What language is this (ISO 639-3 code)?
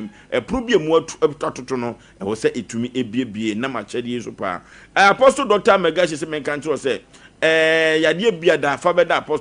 aka